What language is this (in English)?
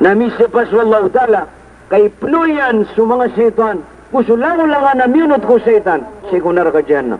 Maranao